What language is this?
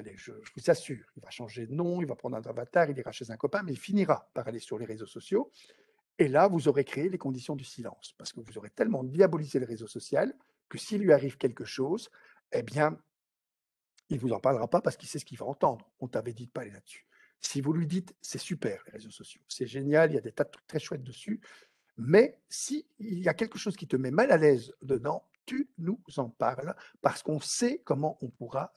French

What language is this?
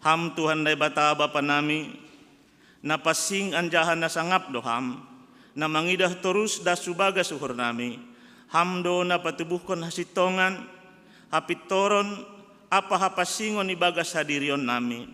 Batak Simalungun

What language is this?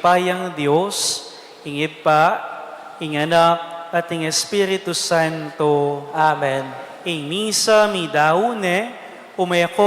Pampanga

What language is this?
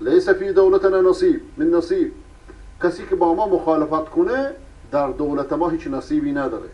Persian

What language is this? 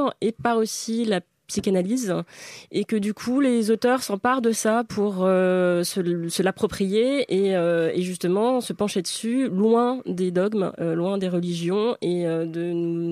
French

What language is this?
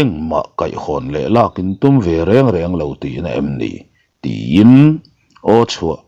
Mizo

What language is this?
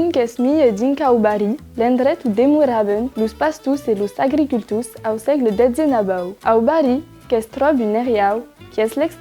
Occitan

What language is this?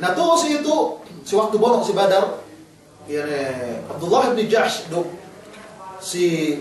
Yakan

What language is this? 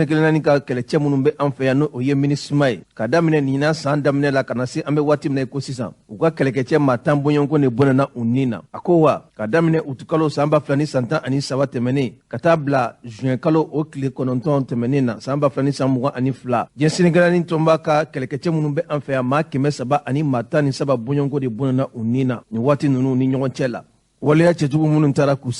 Bambara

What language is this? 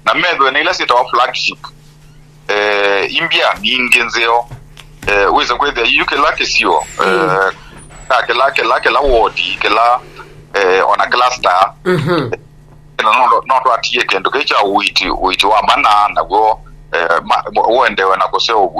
Kamba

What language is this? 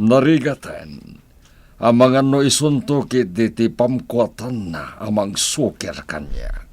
Iloko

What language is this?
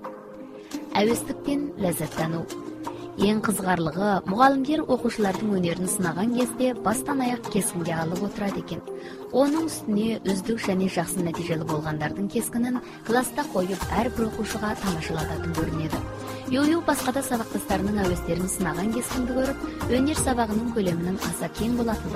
Kazakh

